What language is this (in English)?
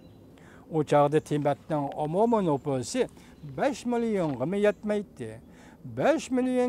Uyghur